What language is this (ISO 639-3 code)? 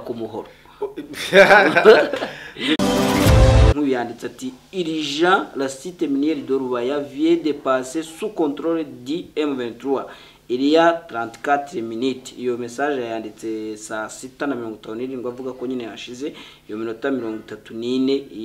kin